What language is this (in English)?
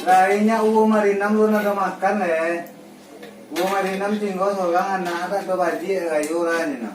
Minangkabau